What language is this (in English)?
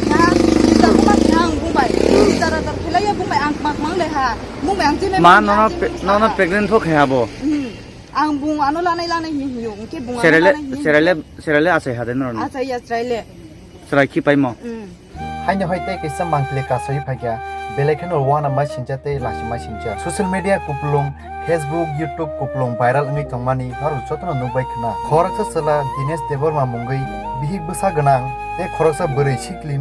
Kok Borok